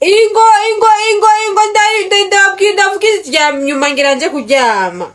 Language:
Rundi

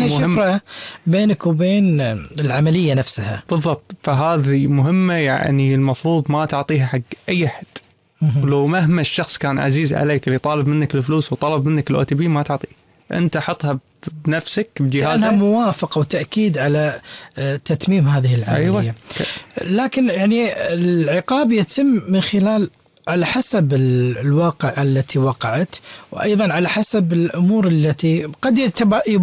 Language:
Gulf Arabic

